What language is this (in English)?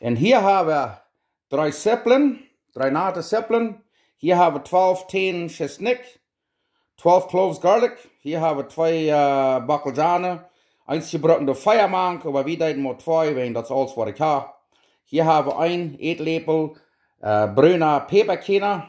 Plautdietsch